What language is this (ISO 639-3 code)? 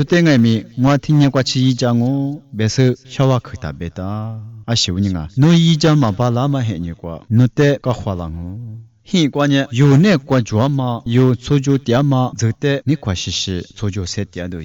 lis